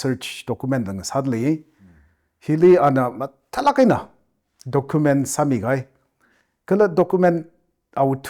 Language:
Tangkhul Naga (India)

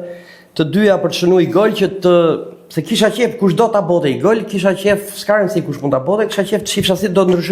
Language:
Albanian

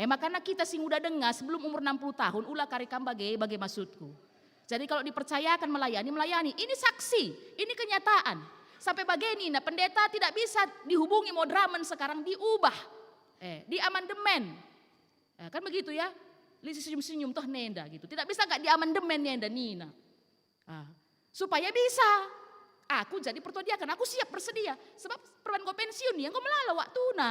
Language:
Batak Karo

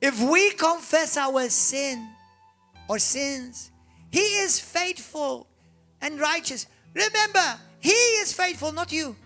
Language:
English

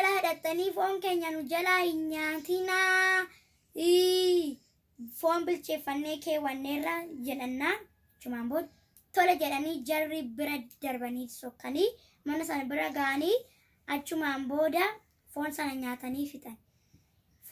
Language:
Oromo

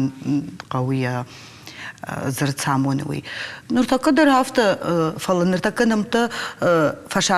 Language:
Ossetic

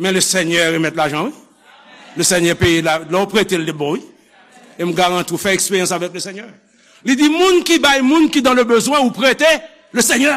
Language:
Haitian Creole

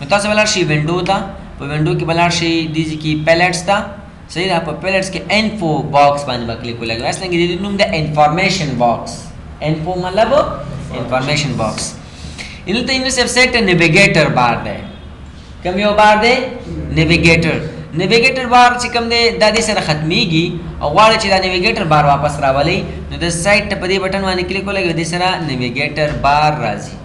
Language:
Pashto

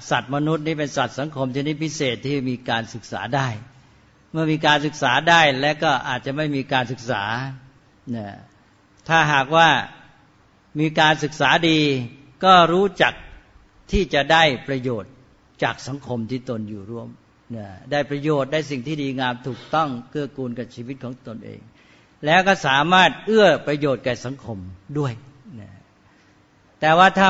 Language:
Thai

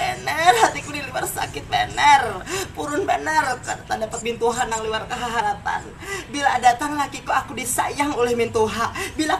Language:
Banjar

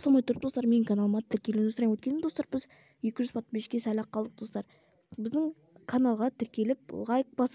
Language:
Kazakh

